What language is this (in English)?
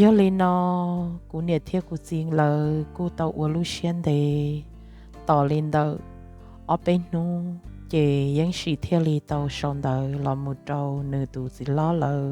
Hmong